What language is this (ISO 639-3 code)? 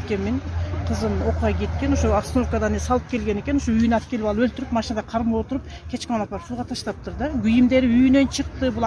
kir